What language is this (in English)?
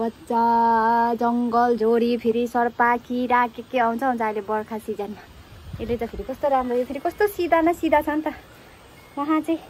Nepali